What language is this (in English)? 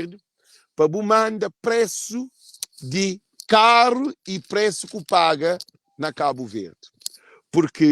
Kabuverdianu